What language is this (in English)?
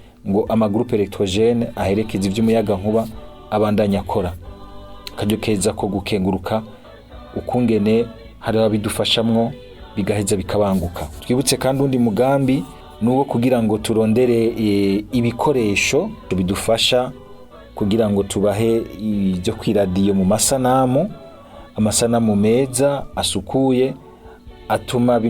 Rundi